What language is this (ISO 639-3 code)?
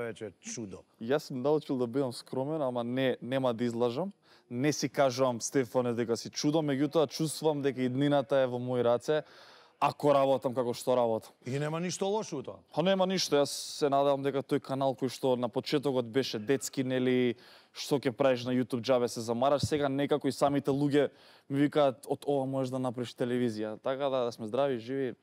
mkd